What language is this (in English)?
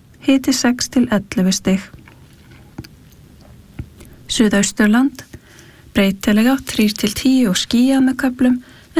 Icelandic